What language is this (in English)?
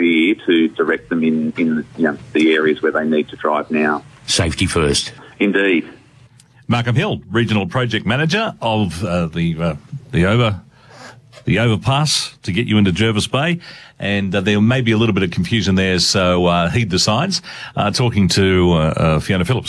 English